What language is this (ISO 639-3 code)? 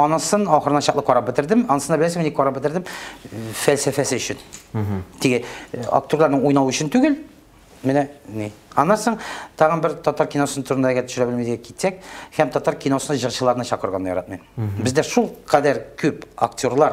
tat